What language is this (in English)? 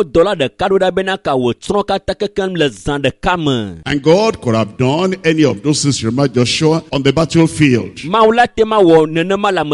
Ewe